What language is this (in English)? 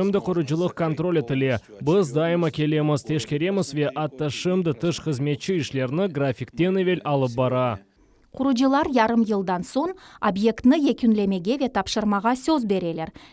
Crimean Tatar